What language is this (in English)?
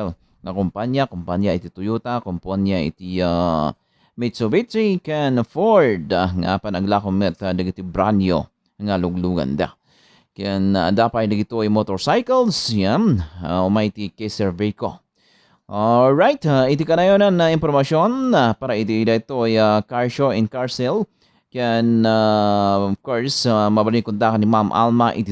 Iloko